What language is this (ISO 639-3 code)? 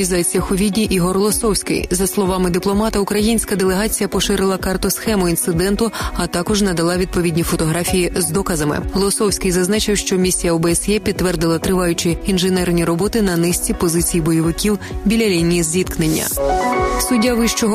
ukr